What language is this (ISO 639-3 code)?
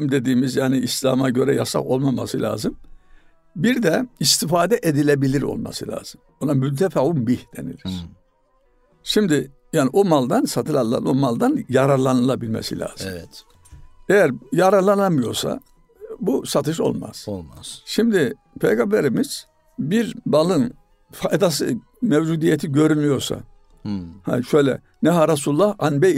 tur